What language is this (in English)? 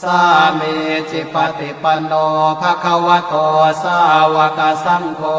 Pali